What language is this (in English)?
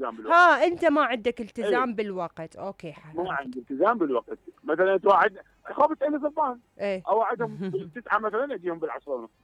Mesopotamian Arabic